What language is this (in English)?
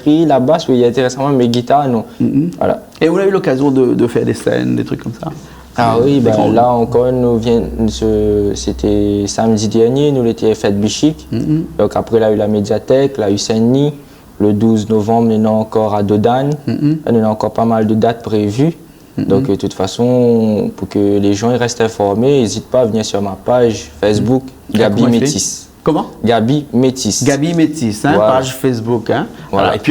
Réunion Creole French